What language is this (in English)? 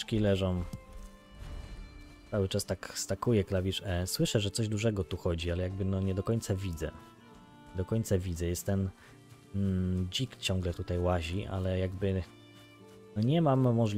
Polish